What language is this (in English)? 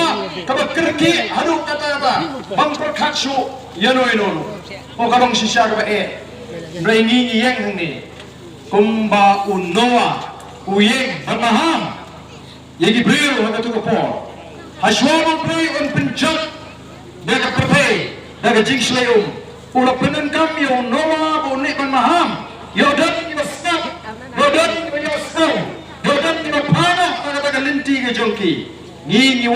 Khasi